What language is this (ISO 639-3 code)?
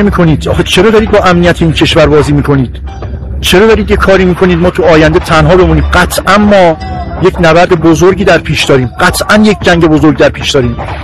fas